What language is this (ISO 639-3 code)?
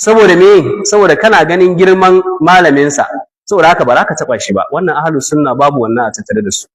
hau